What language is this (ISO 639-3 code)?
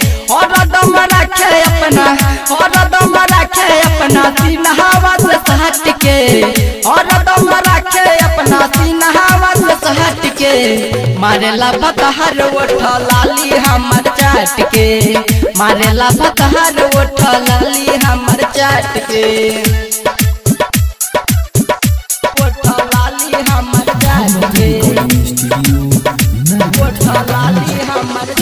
bho